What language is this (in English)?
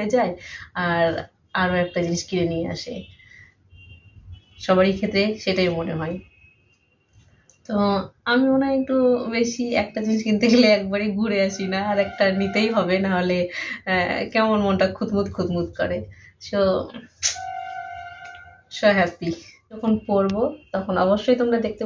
Bangla